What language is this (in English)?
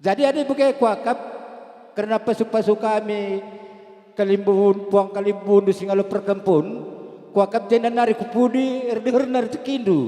Batak Karo